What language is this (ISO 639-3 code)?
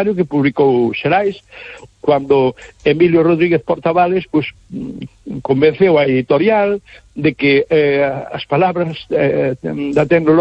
glg